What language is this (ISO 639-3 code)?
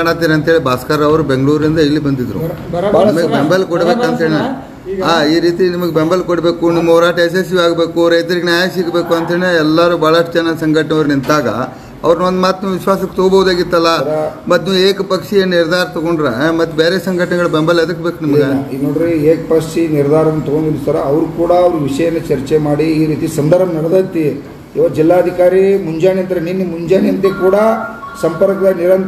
kan